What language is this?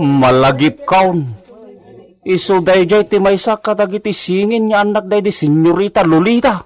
Iloko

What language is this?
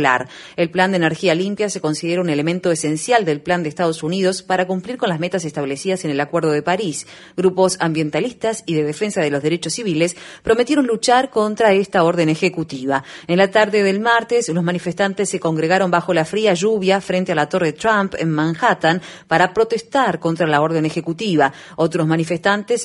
Spanish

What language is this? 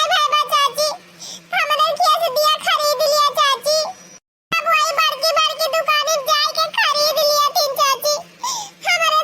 Awadhi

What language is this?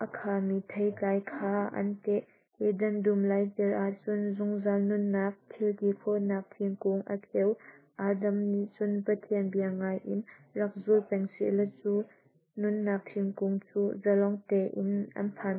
Hakha Chin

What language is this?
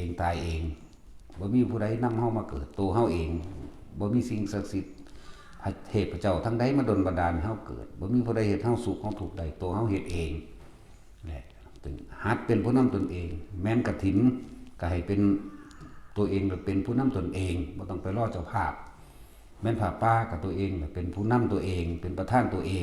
Northeastern Thai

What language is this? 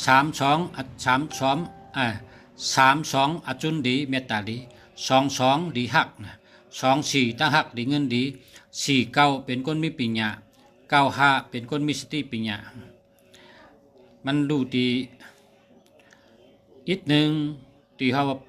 Shan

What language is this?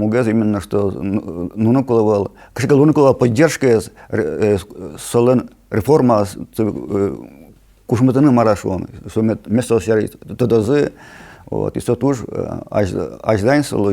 Udmurt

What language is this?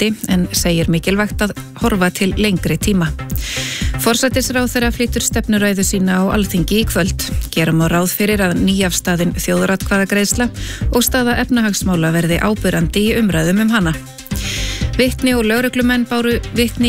Icelandic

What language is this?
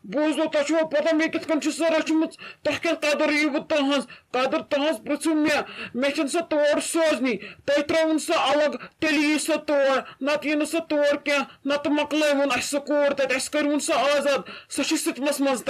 Kashmiri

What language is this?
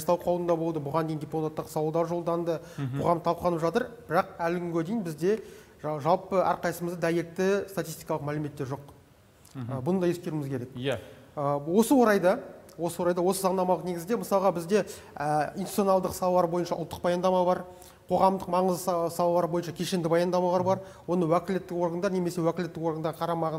Kazakh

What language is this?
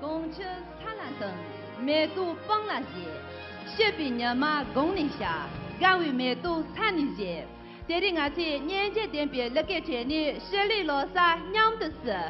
Tibetan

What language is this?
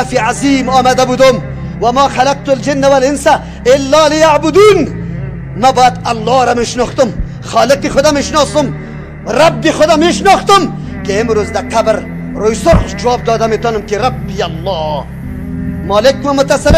Persian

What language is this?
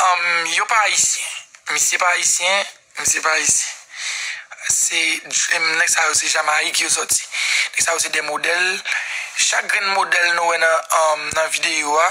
Haitian Creole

